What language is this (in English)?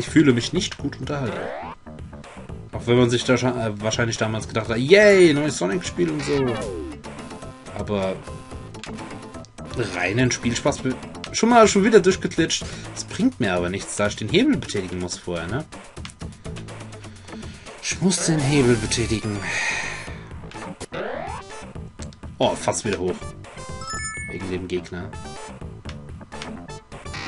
German